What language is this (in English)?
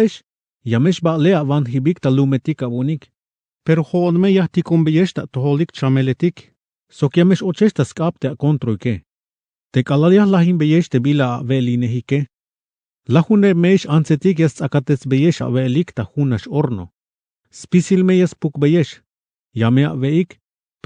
Tzeltal